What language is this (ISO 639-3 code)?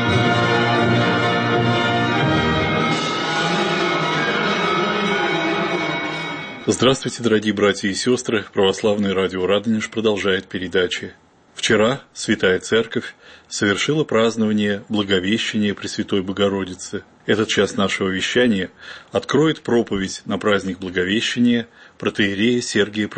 rus